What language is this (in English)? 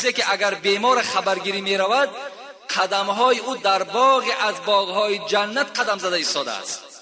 Tajik